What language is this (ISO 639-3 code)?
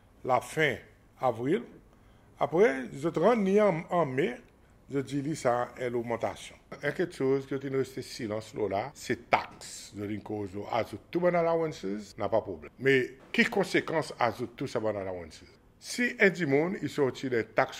crs